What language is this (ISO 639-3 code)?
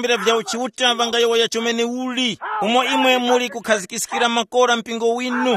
tum